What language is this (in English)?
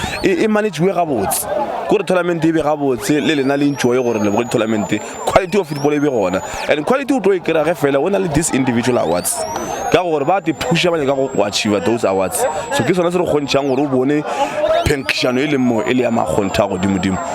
Northern Sotho